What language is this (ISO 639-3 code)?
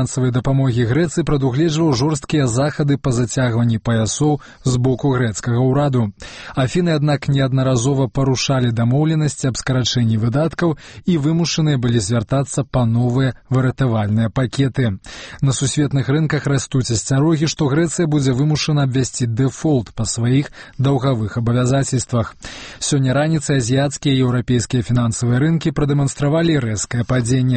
bel